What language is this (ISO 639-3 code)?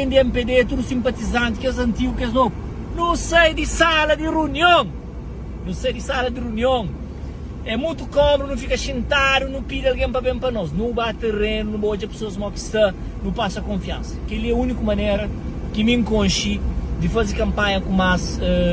kea